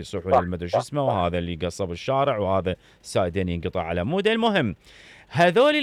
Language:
Mesopotamian Arabic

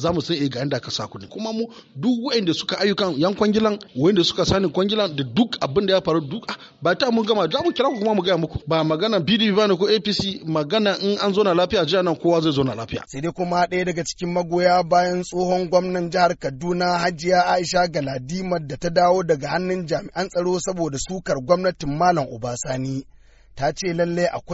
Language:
Hausa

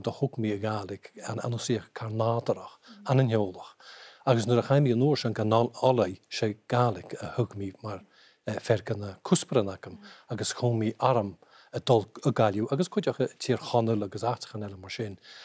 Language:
Scottish Gaelic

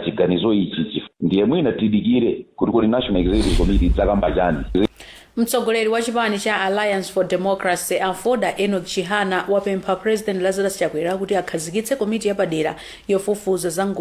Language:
Nyanja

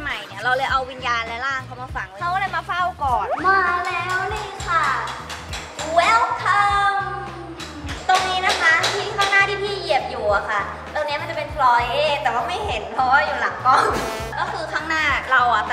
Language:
Thai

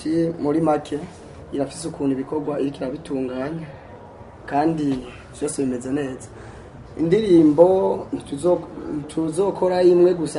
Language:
Rundi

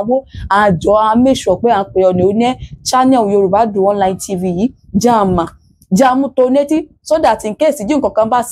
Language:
Yoruba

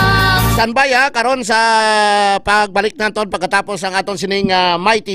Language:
Hiligaynon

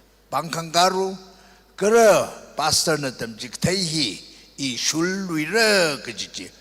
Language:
Tangkhul Naga (India)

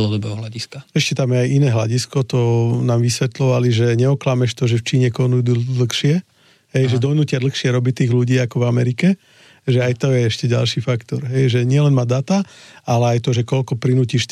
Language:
Slovak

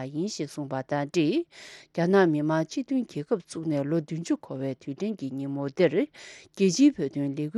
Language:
Tibetan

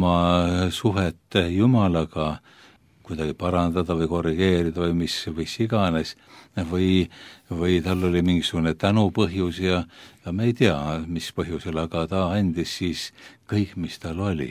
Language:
Estonian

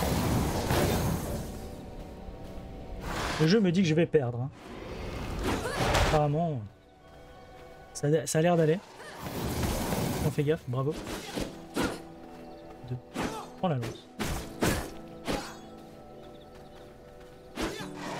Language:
French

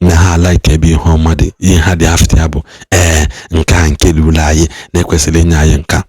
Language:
Igbo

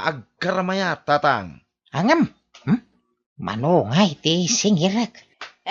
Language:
Iloko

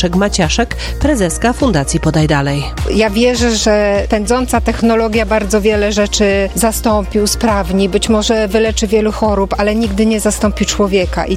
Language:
Polish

